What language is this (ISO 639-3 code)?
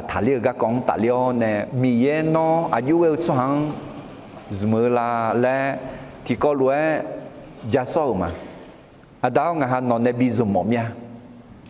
ahk